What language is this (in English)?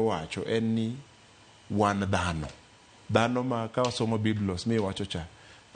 Luo (Kenya and Tanzania)